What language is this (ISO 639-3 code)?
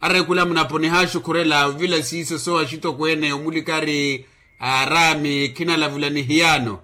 vmw